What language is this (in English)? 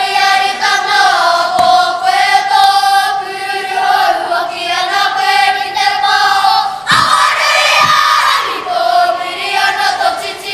Māori